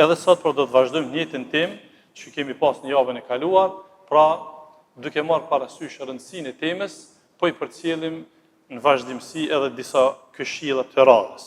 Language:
Albanian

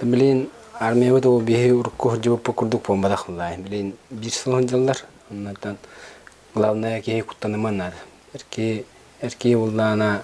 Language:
Yakut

